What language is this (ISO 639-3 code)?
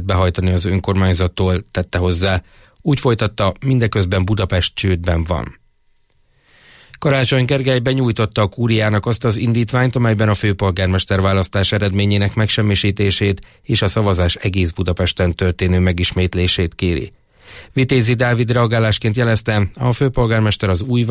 hun